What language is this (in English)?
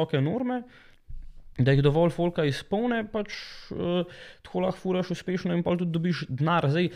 Slovenian